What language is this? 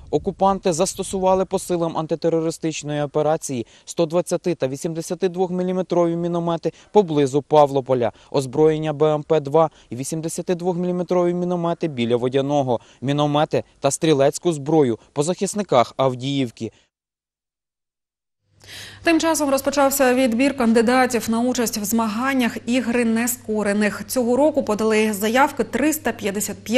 Ukrainian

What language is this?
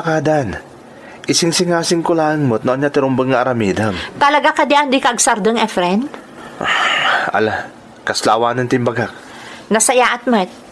Iloko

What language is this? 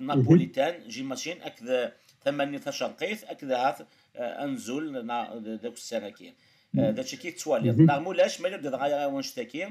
Kabyle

